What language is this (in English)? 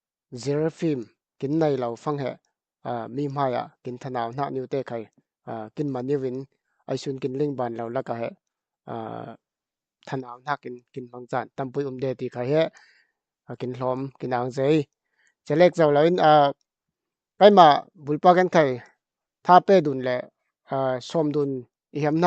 Falam Chin